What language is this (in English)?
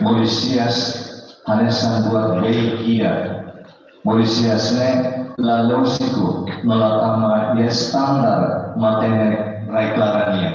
Tetum